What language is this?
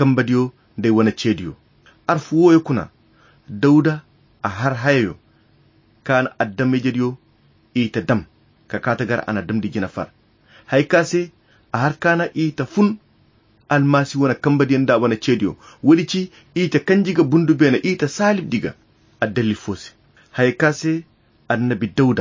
Koyra Chiini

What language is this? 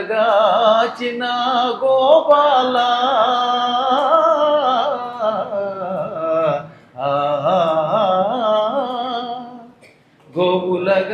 Telugu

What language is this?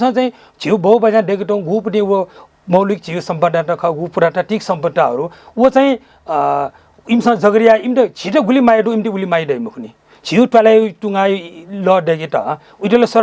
Newari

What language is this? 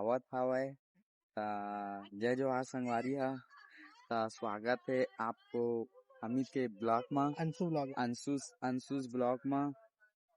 Chhattisgarhi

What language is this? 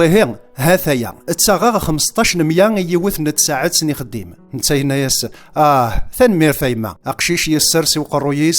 Kabyle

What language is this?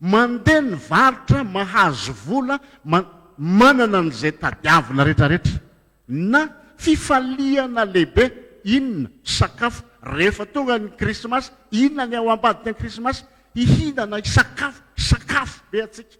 Malagasy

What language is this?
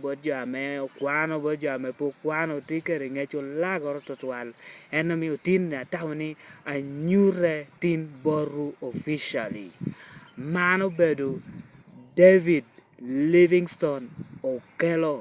Lango (Uganda)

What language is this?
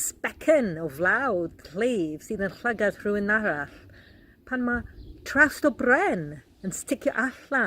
Welsh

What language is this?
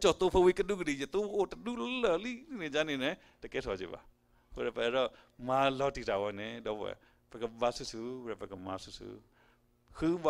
S'gaw Karen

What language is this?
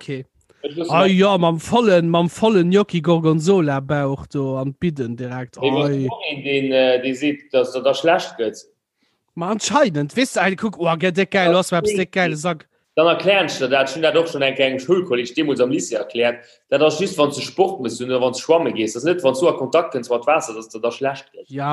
Luxembourgish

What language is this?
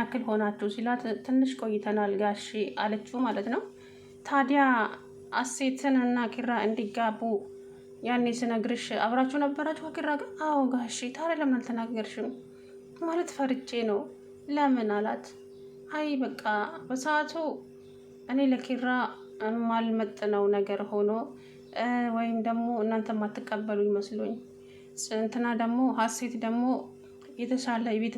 Amharic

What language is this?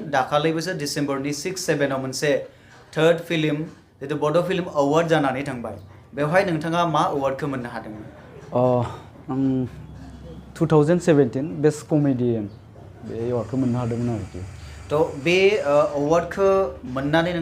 Bodo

